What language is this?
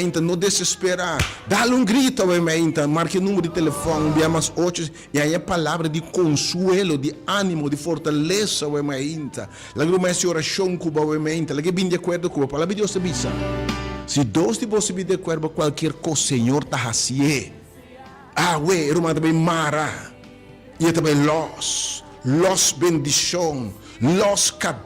Papiamento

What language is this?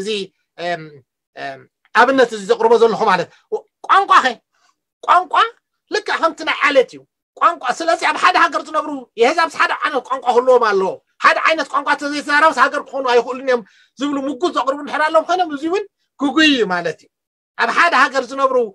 Tigrinya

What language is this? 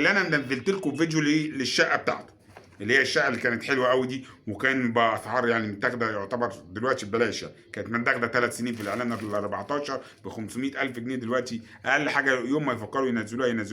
Egyptian Arabic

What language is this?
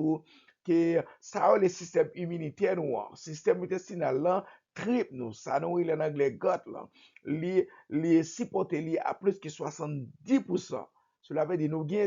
Haitian Creole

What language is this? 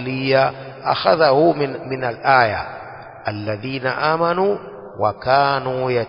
Swahili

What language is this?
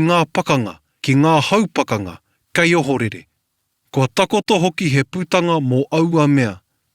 Māori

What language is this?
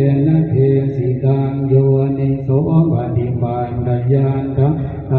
Pali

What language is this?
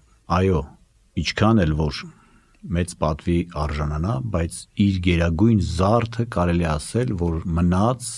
Armenian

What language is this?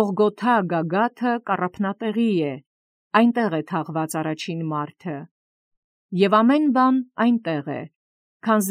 Armenian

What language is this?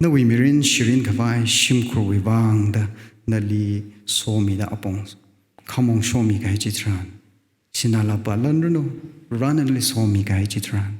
Tangkhul Naga (India)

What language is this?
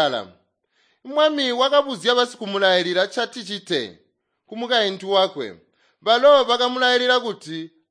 Tonga (Zambia)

